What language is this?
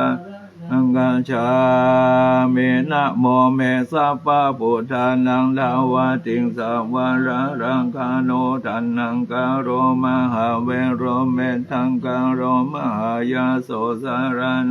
Pali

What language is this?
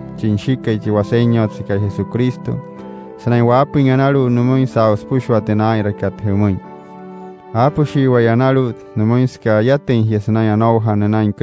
Wayuu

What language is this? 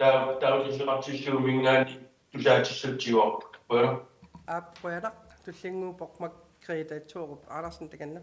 Kalaallisut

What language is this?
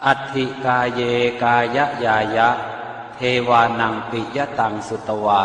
Pali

